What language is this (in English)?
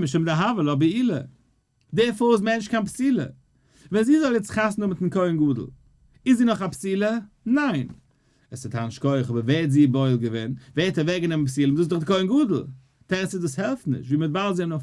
Yiddish